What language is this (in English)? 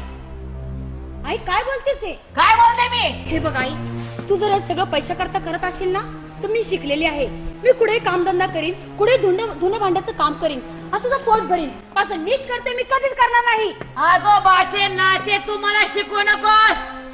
Marathi